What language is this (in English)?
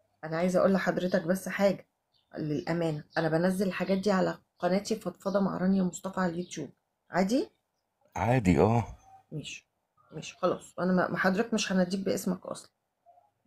Egyptian Arabic